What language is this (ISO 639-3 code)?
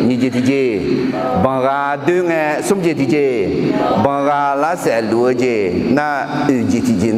ahk